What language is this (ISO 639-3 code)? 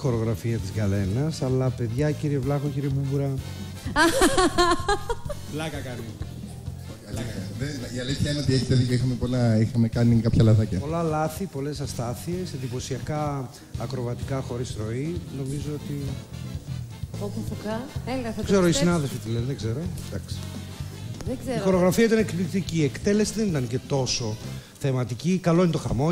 ell